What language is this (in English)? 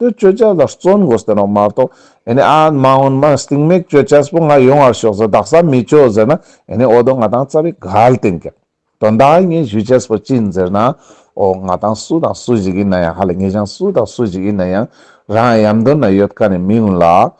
Ladakhi